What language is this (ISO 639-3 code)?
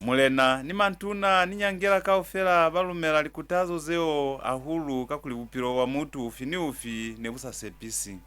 loz